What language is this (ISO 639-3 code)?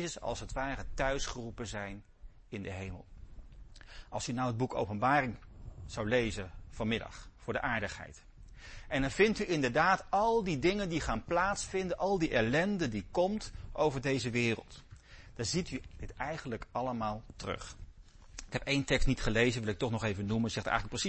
nld